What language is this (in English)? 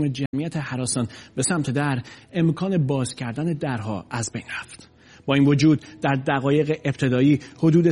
Persian